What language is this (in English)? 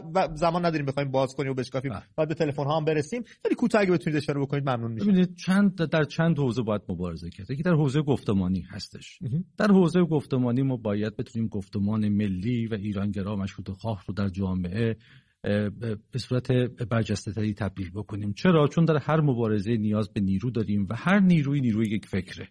Persian